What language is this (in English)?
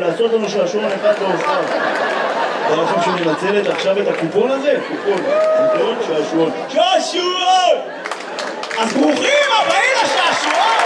Hebrew